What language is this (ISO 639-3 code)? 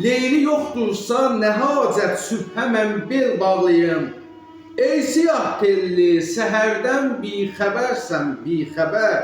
aze